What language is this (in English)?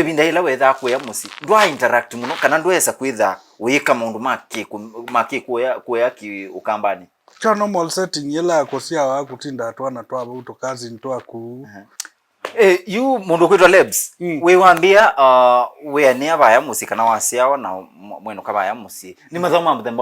Kamba